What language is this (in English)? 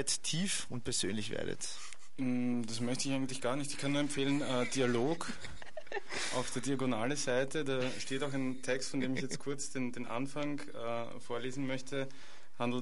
German